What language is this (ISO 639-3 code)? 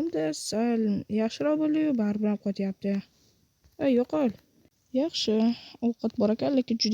uzb